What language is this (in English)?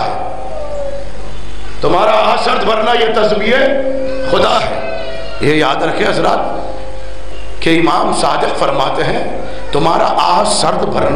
Urdu